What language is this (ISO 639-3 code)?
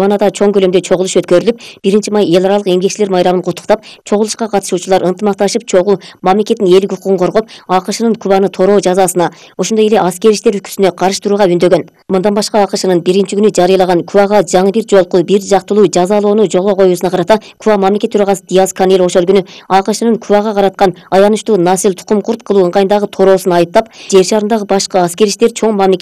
kir